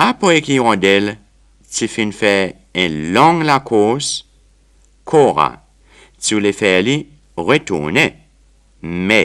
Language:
Seselwa Creole French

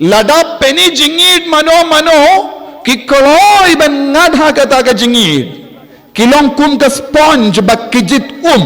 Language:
Khasi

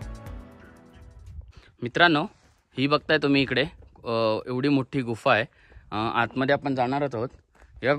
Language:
Marathi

